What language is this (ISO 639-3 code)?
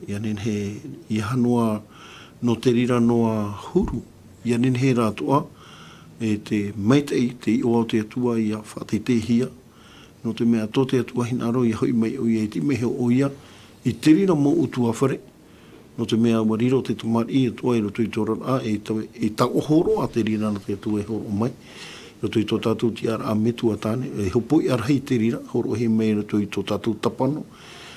tah